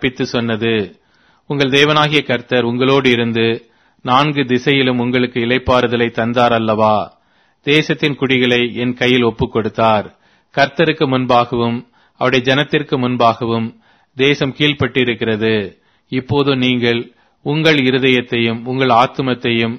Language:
Tamil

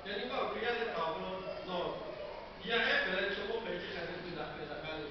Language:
Lahu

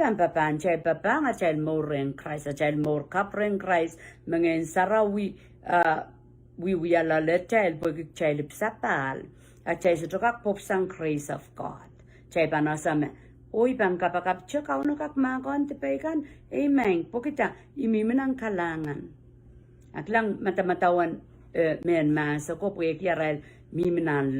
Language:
Pohnpeian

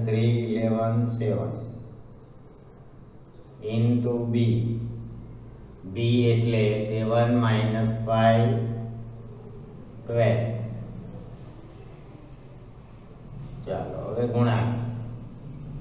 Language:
Gujarati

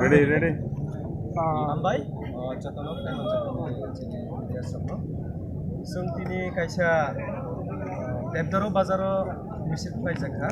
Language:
Kok Borok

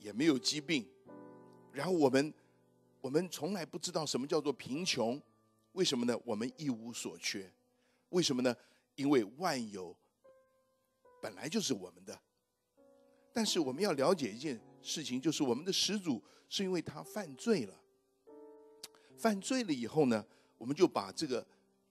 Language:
Chinese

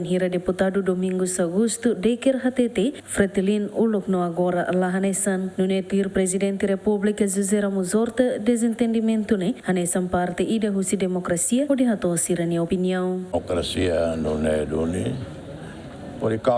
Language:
Tetum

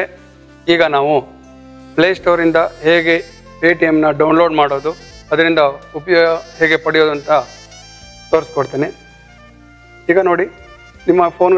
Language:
Kannada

